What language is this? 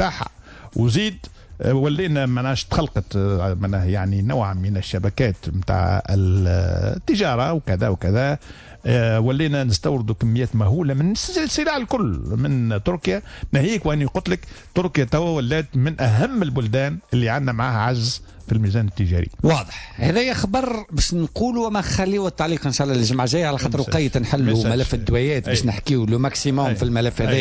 Tunisian Arabic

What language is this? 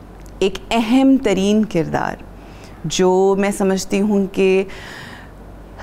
Urdu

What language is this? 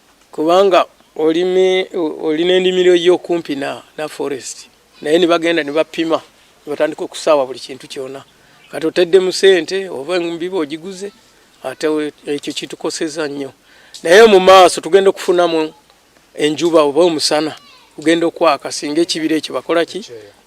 Ganda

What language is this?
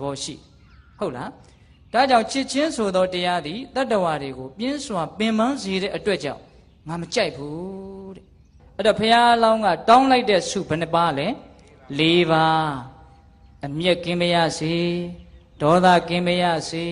Burmese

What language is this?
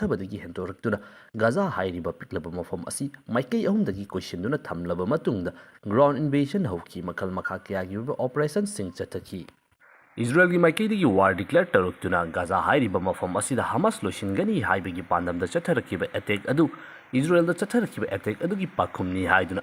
Manipuri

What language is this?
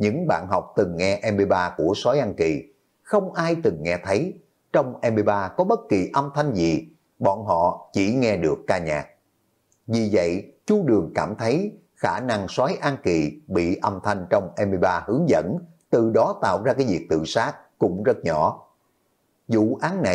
Vietnamese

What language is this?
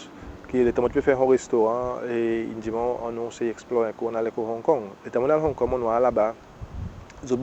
Seselwa Creole French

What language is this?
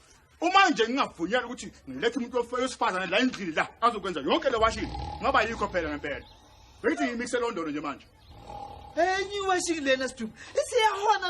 Zulu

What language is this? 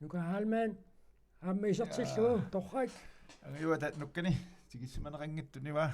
Kalaallisut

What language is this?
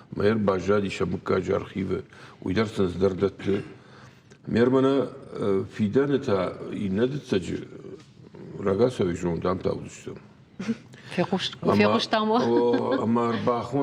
Ossetic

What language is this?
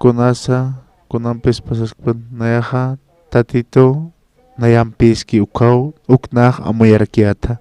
Aymara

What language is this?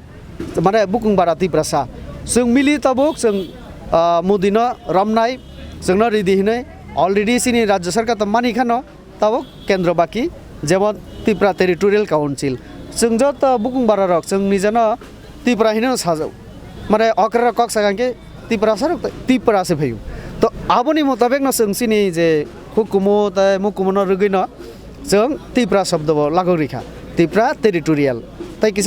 Kok Borok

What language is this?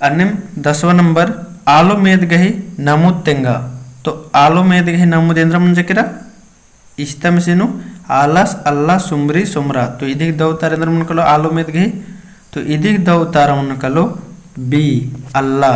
Kurukh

